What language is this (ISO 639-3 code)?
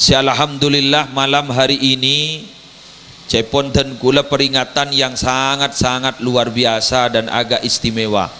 mad